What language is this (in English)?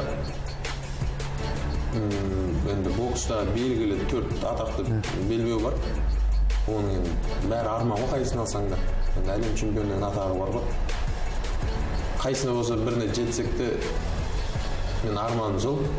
Kazakh